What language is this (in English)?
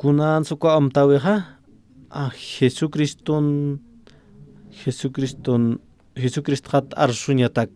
Aymara